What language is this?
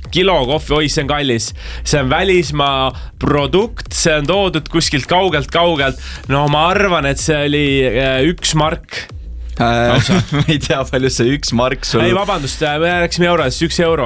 Estonian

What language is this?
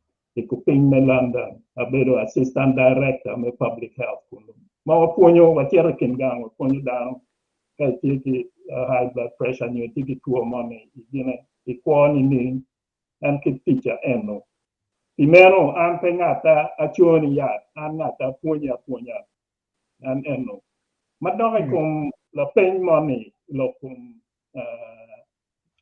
Acoli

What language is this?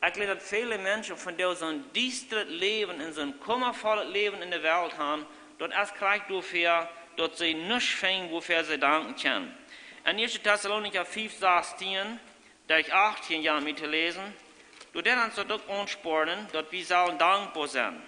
Plautdietsch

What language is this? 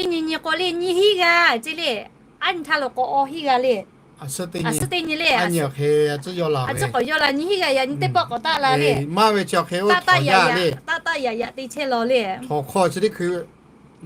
Lahu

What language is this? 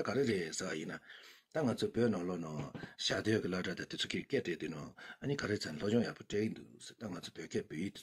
Tibetan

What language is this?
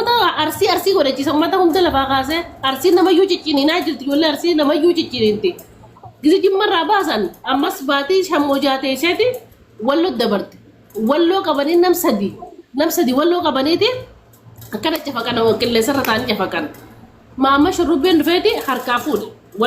Oromo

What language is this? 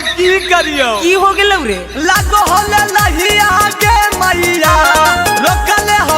Magahi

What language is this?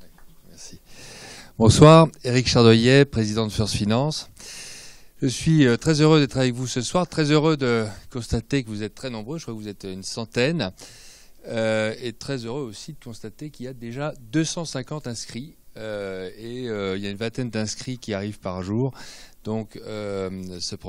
French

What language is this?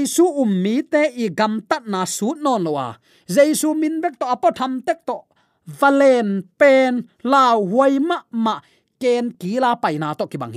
Tedim Chin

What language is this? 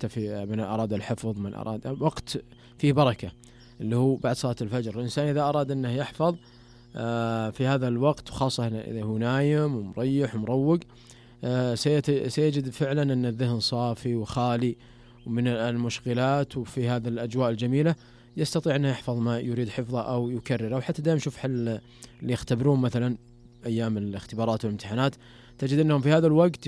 Najdi Arabic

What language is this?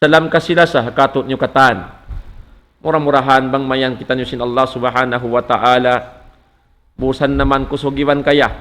Tausug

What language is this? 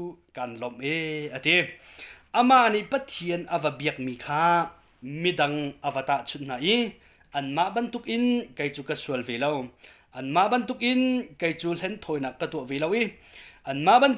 Hakha Chin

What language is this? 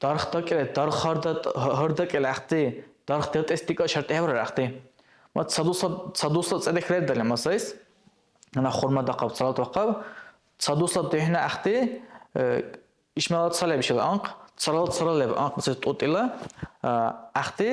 Dargwa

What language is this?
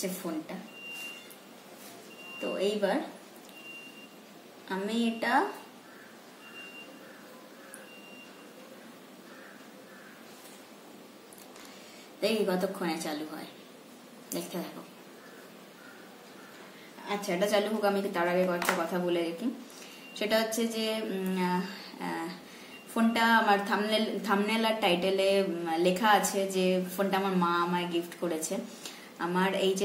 Bangla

